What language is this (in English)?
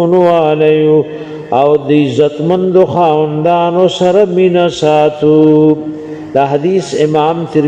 Pashto